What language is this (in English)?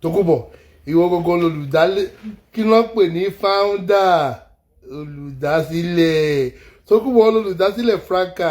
Yoruba